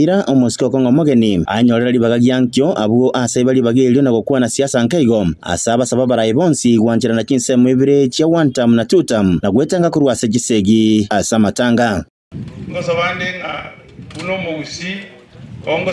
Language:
Gusii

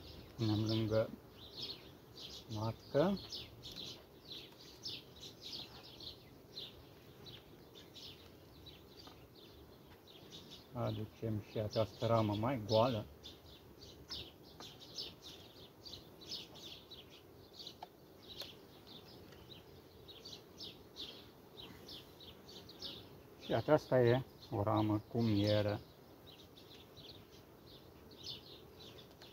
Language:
Romanian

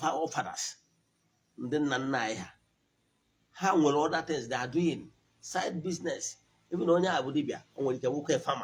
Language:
Igbo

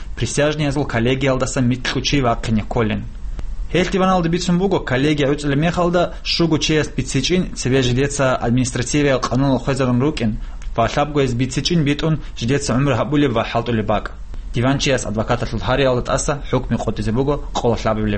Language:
Avaric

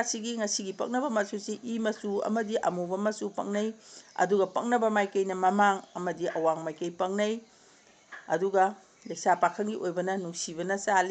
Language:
Manipuri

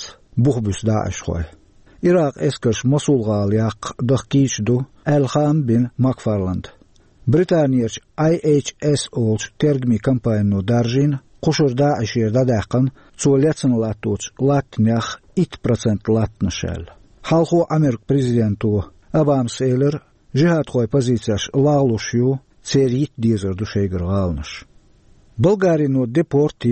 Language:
Chechen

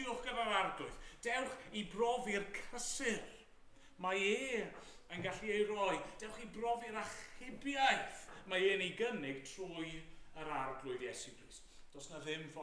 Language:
Welsh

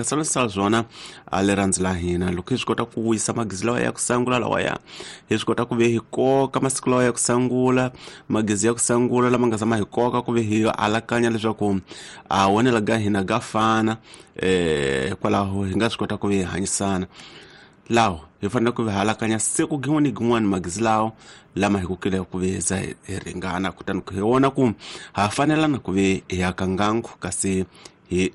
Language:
Tsonga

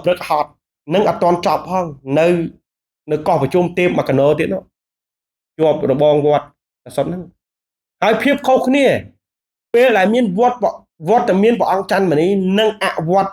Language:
Khmer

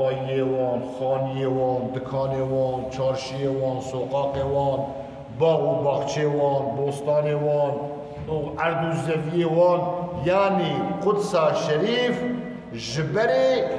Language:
Kurdish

